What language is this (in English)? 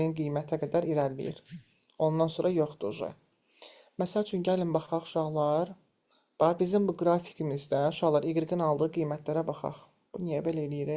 Azerbaijani